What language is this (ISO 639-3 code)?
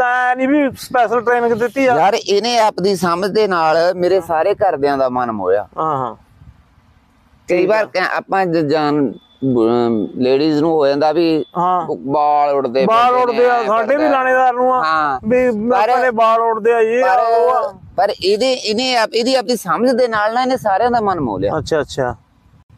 pan